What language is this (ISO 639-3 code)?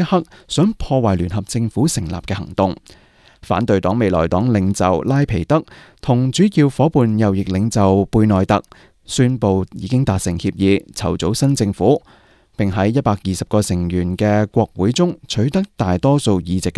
yue